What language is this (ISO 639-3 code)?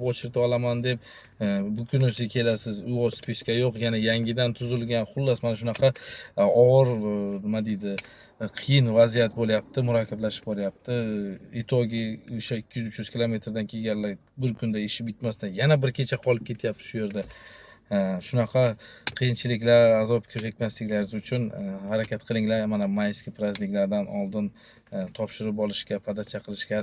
uzb